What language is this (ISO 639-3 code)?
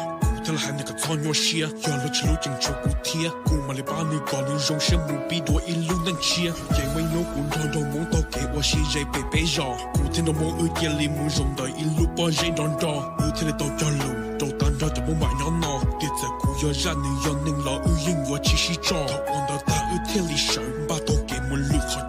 hmn